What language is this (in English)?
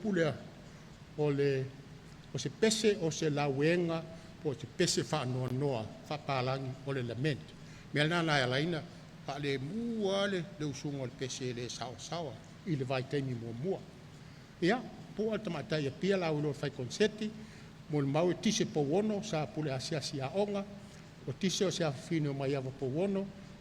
Samoan